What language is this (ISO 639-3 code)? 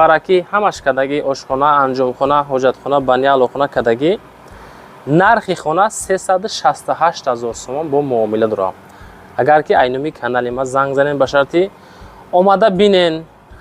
tgk